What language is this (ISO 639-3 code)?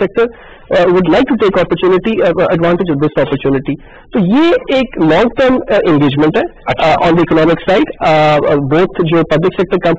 urd